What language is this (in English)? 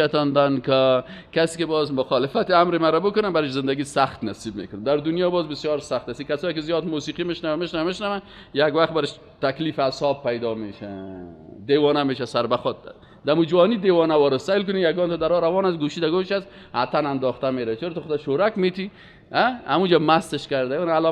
Persian